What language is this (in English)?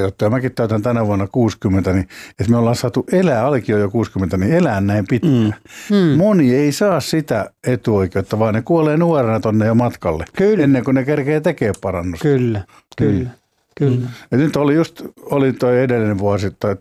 Finnish